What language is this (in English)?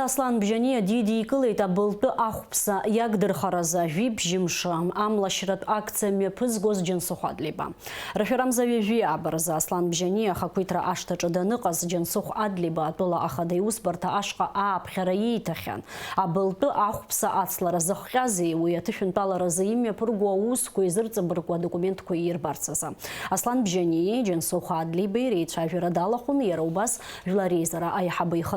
Abkhazian